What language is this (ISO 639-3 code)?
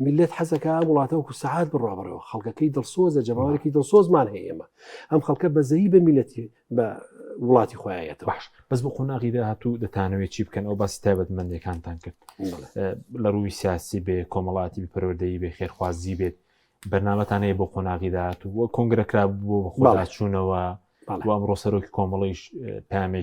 ckb